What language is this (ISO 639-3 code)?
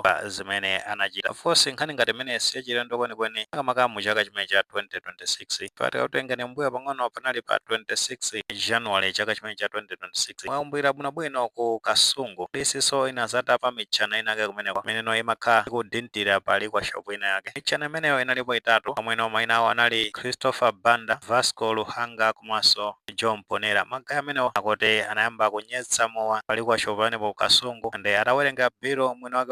nya